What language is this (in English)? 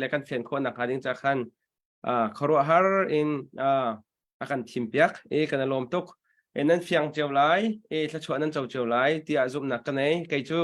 Hakha Chin